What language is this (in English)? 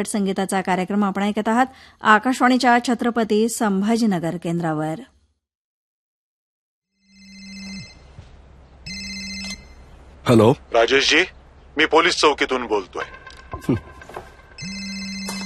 Marathi